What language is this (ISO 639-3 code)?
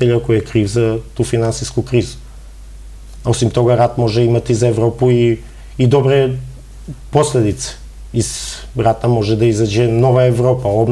srp